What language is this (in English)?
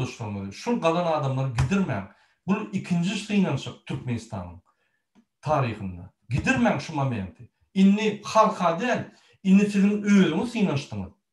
Turkmen